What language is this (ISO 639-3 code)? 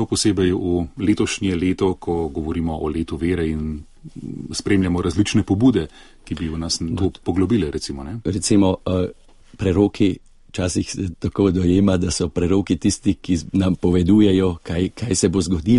slv